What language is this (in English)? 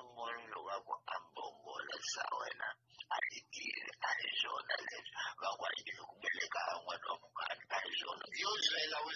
Tsonga